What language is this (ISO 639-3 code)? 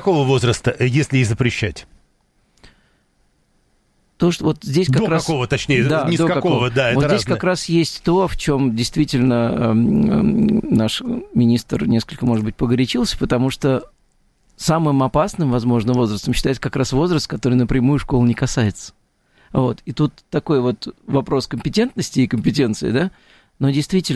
rus